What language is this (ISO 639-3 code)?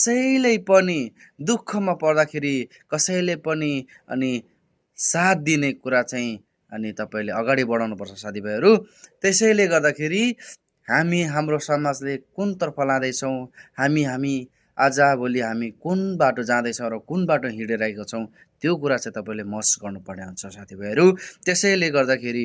nep